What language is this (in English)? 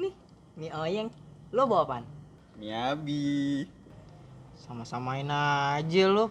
Betawi